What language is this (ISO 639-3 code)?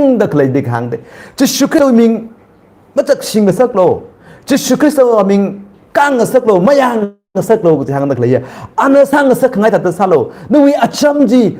nmf